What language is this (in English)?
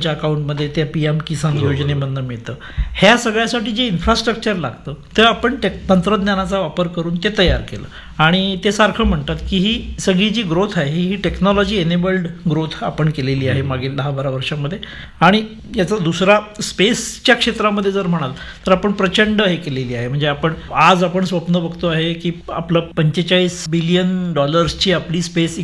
Marathi